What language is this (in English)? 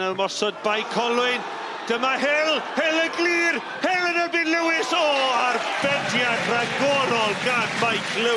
Welsh